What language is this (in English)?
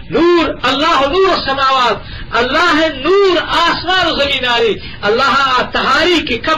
Eastern Balochi